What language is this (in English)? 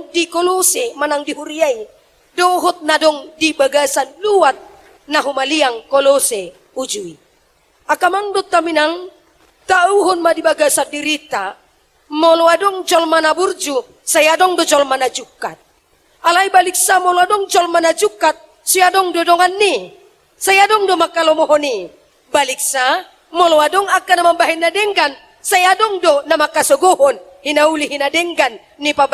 Batak Toba